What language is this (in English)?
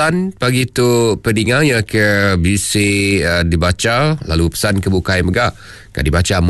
Iban